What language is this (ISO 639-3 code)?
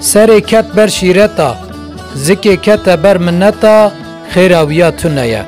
kur